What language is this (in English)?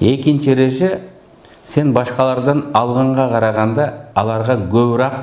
Kyrgyz